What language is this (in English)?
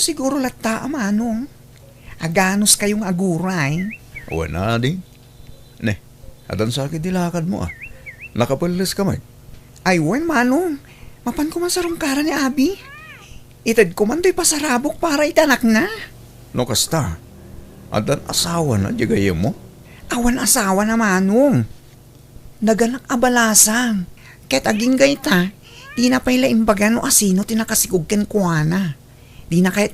Iloko